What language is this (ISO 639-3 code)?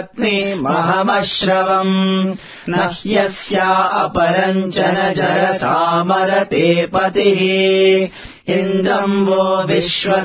san